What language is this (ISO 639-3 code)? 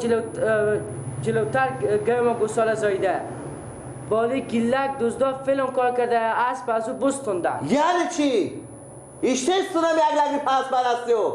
fas